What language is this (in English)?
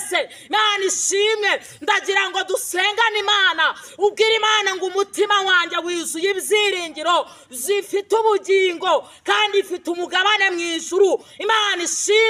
Kinyarwanda